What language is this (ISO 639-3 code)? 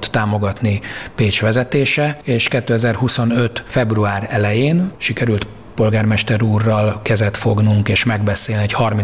hun